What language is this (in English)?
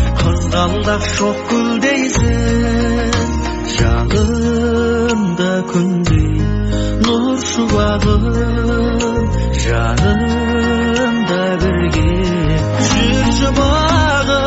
Kazakh